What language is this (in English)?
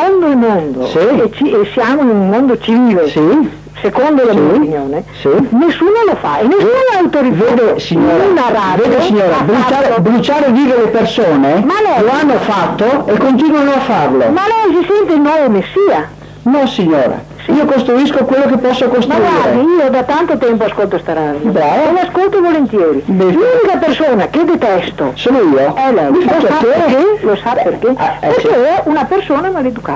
Italian